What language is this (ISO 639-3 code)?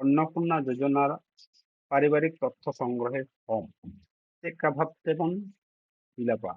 sat